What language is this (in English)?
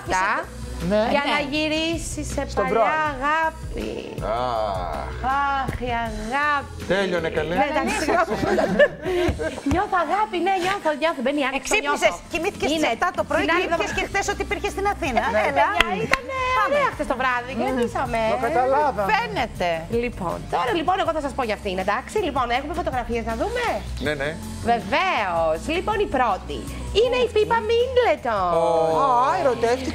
Greek